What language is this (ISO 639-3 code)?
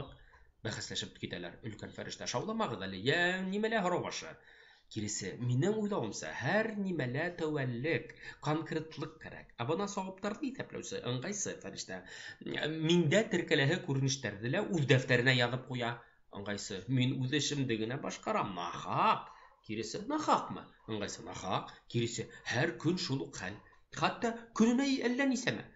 bak